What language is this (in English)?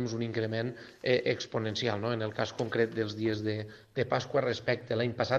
Catalan